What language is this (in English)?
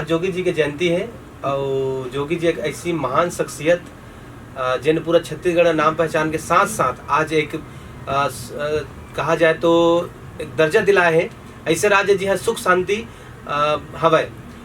Chhattisgarhi